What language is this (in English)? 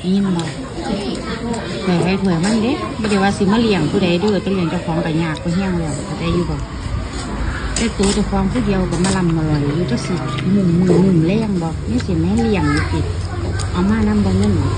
Northeastern Thai